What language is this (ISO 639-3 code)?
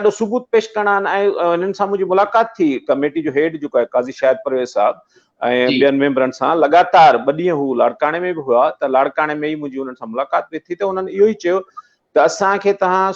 snd